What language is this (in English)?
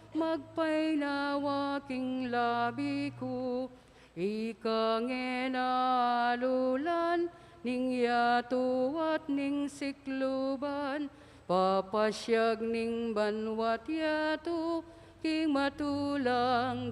Pampanga